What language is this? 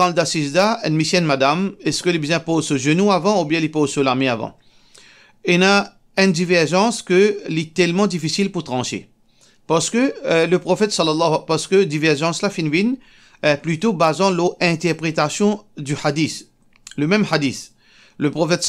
Morisyen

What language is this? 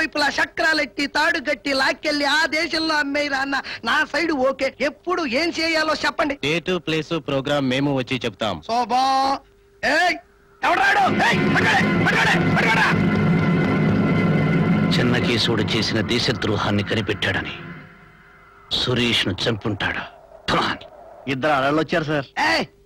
Telugu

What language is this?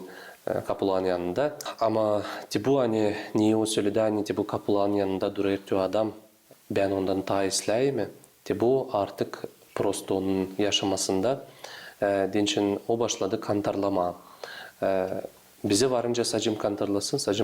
Gagauz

